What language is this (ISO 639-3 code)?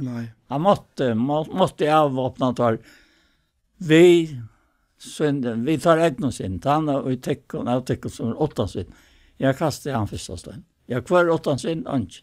fao